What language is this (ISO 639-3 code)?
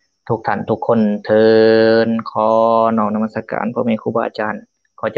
lao